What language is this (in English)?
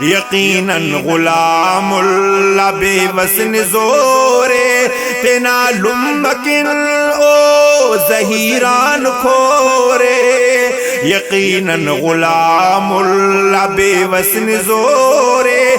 Brahui